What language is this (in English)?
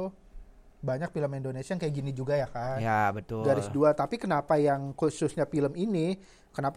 Indonesian